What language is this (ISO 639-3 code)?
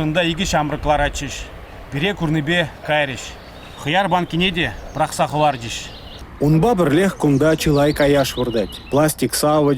chv